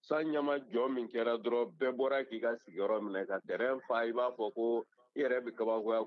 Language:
Bambara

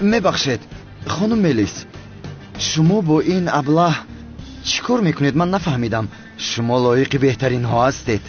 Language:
Tajik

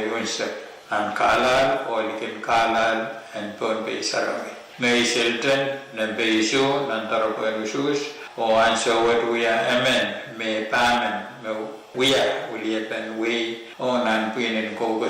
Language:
Pohnpeian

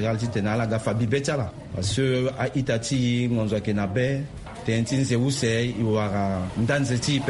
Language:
Sango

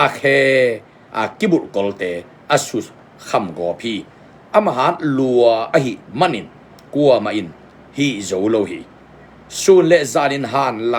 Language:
Tedim Chin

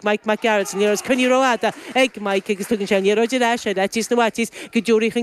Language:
Irish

